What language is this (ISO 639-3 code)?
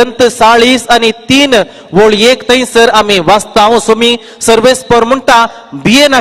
kok